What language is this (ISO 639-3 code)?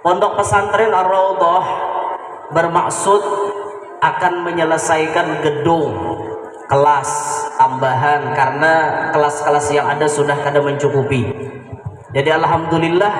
bjn